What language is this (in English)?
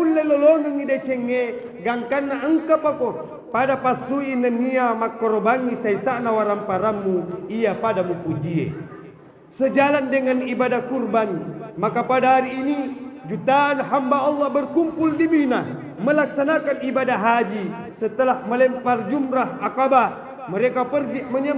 Buginese